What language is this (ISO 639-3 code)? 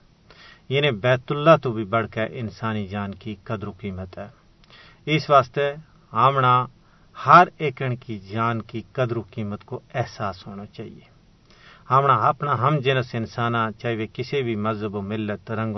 gju